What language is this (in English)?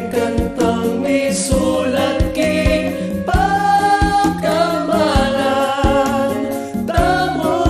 Pampanga